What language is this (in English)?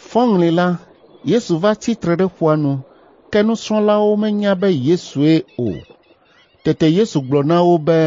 Ewe